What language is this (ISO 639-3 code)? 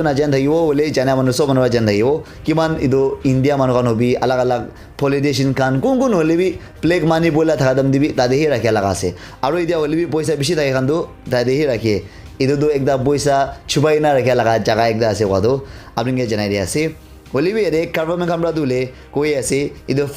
nag